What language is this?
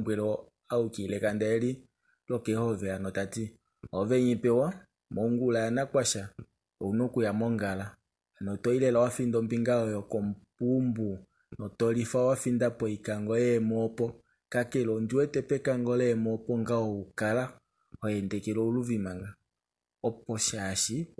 Kuanyama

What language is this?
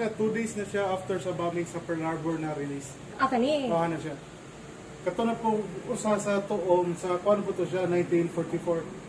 Cebuano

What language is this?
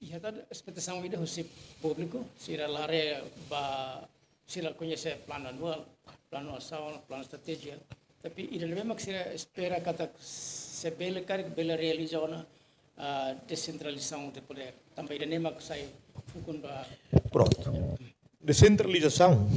Tetum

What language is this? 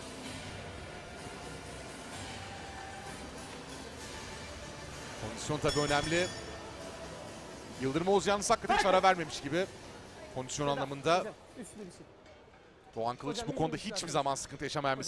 Turkish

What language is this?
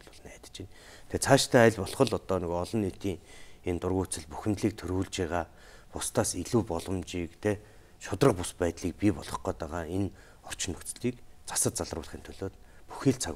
Mongolian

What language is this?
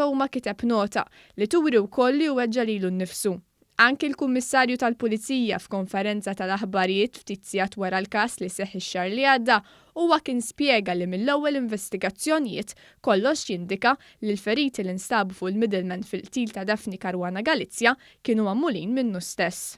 Maltese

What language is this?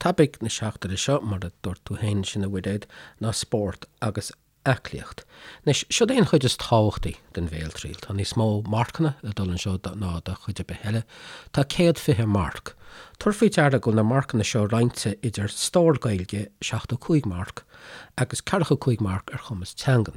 Irish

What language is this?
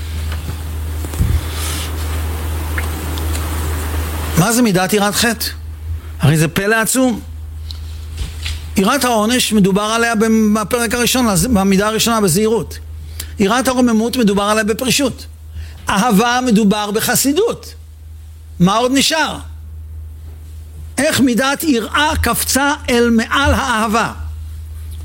Hebrew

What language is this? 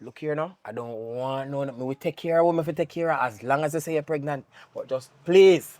Jamaican Creole English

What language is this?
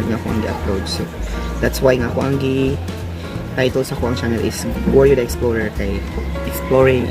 Cebuano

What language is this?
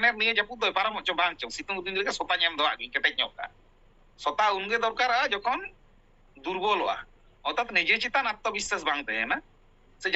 Santali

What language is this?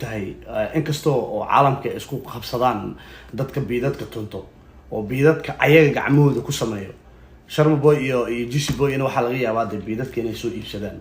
Somali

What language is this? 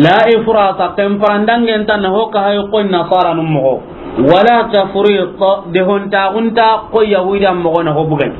Soninke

